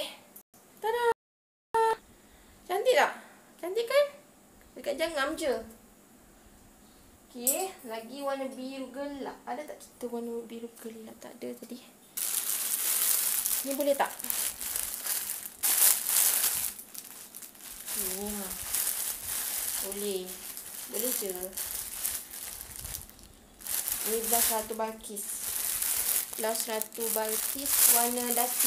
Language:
Malay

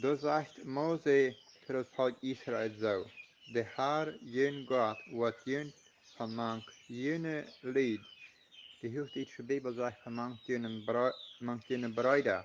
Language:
Plautdietsch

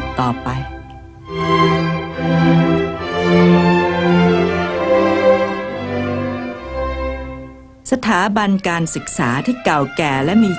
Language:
Thai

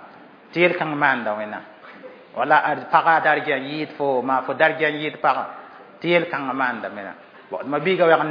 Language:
Mossi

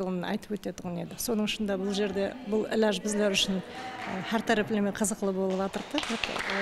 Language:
Kara-Kalpak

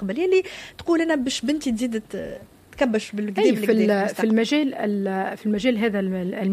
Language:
Tunisian Arabic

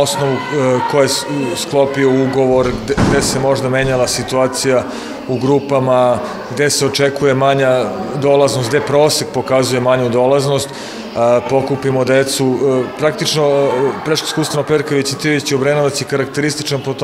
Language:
Serbian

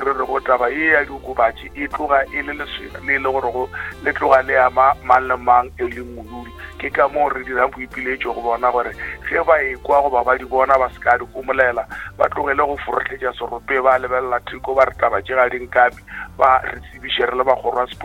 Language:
Northern Sotho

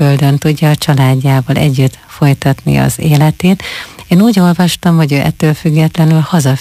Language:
Hungarian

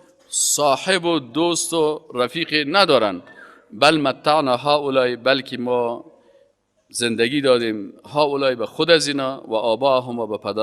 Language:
Persian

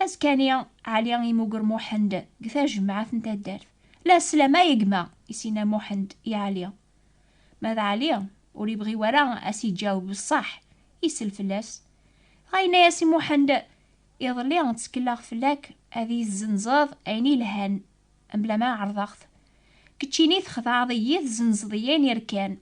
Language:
Kabyle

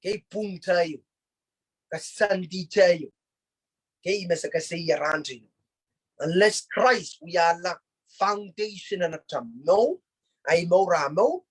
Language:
Pohnpeian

